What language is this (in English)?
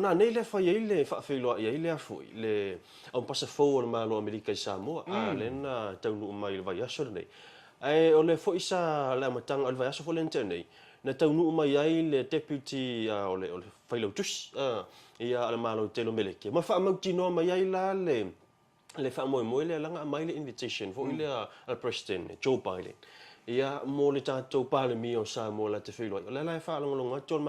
Samoan